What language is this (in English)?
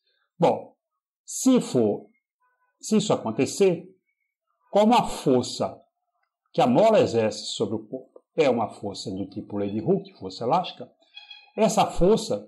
Portuguese